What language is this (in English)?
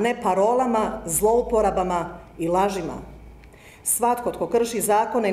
Croatian